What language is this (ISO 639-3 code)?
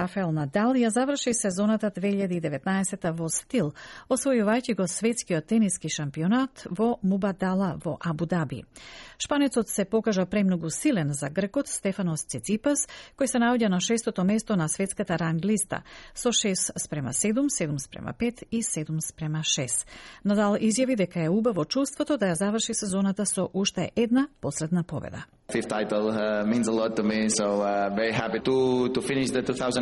mkd